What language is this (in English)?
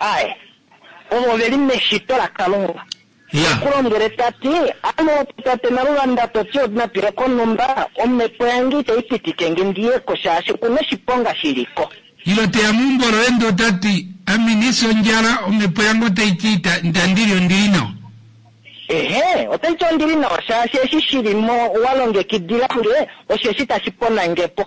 Kuanyama